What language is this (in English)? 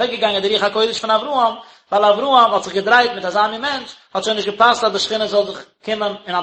Yiddish